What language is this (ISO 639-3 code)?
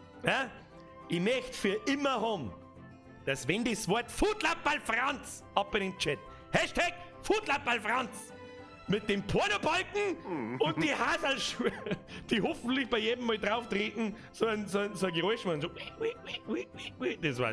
bar